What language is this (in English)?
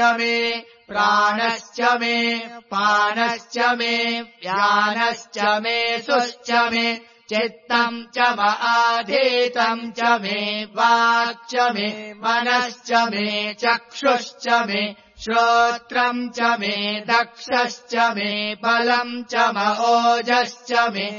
Sanskrit